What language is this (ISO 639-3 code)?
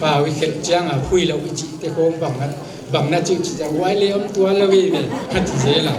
pck